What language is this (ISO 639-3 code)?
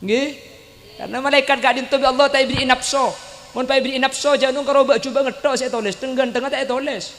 mad